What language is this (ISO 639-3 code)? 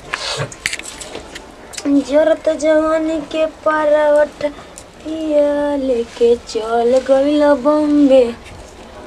bho